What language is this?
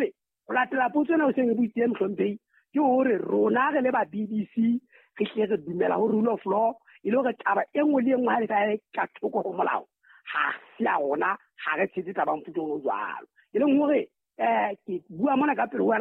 Southern Sotho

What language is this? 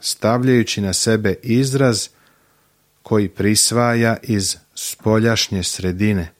Serbian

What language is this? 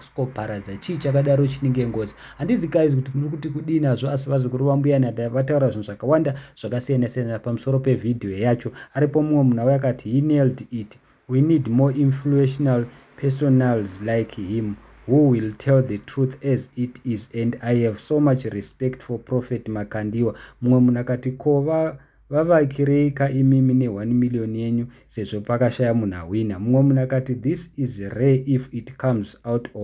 Shona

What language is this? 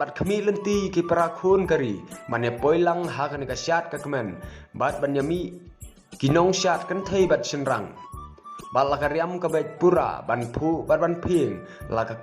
Khasi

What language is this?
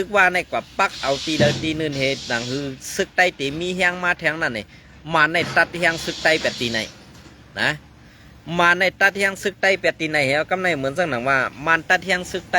Shan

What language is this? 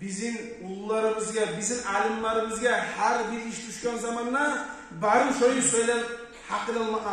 Kumyk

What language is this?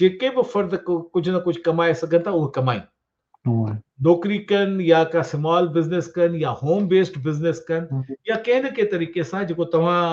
Sindhi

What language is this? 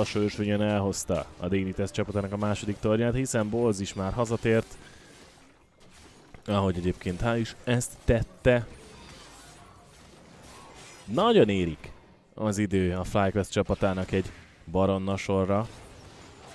Hungarian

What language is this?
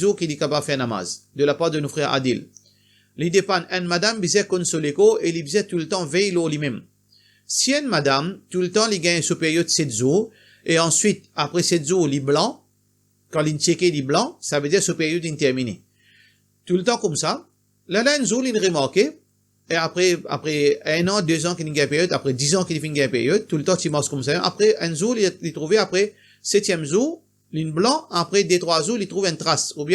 Morisyen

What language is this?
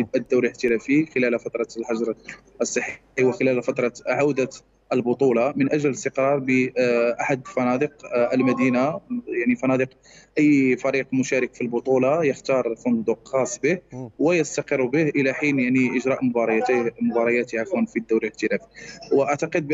Egyptian Arabic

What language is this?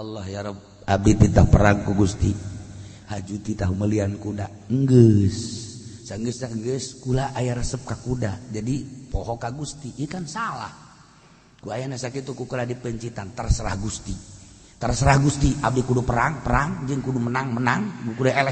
Sundanese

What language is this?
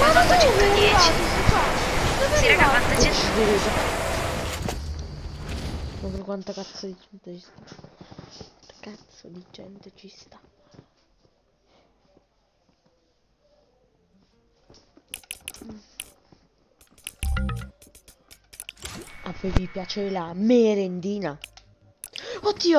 Italian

